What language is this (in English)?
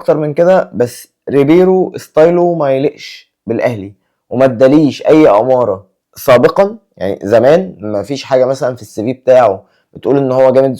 Egyptian Arabic